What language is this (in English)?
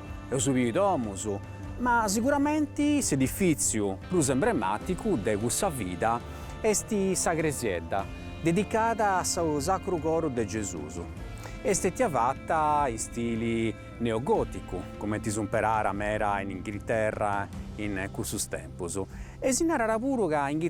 Sardinian